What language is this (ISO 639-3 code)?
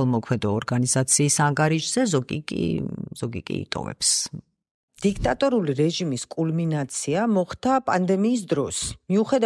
kat